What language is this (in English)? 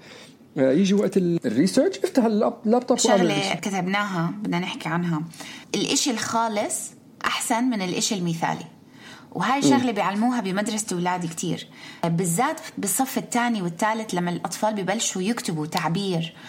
North Levantine Arabic